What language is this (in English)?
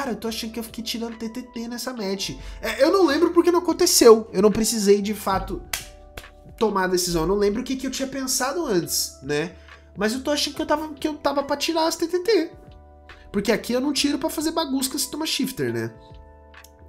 Portuguese